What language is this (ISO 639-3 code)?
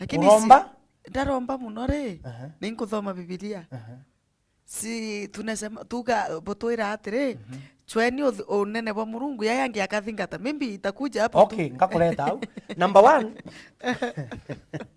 mer